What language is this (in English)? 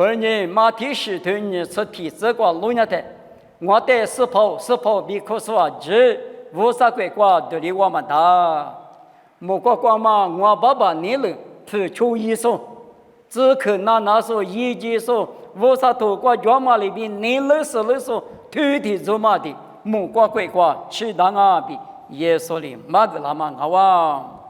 Lisu